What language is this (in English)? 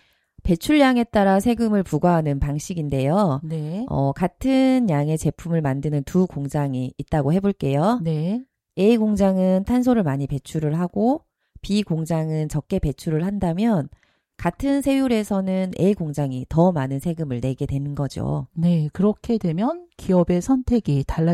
Korean